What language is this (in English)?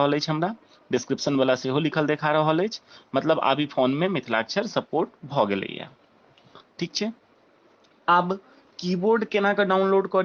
Maithili